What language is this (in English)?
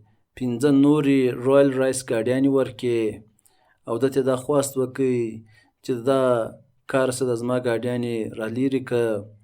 Pashto